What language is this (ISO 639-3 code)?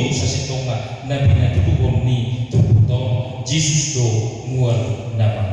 bbc